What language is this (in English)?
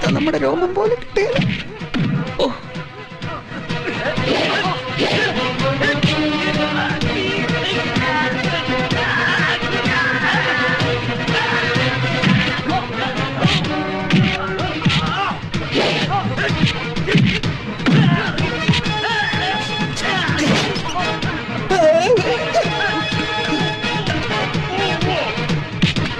Malayalam